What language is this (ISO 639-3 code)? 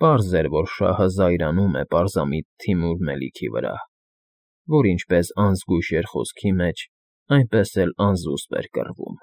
hye